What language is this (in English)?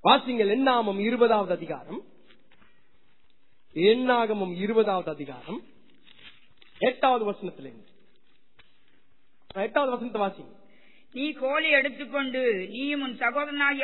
Tamil